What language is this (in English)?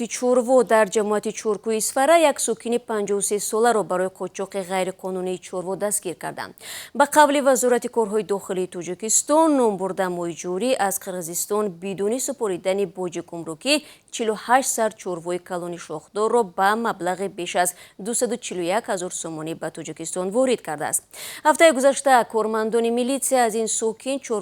Tajik